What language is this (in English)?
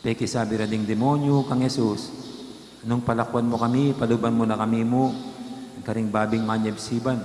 Pampanga